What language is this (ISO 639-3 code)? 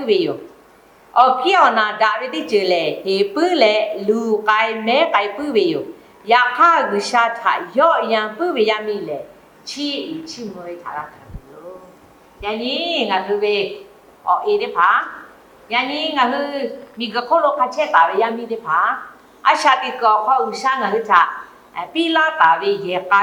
lhu